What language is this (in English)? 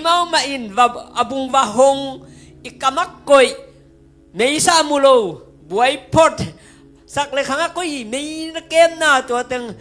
Tedim Chin